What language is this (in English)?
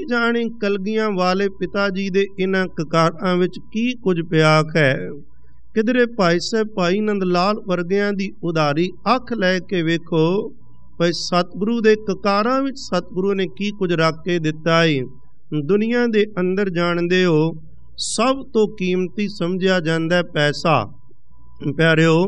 Punjabi